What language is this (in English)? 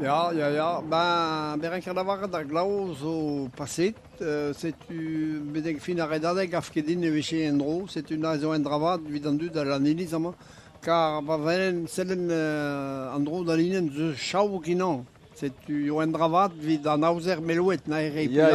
Breton